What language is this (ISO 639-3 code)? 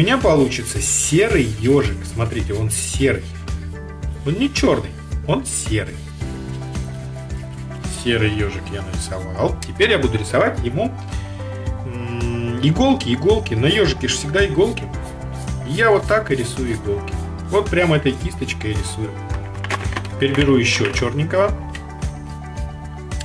rus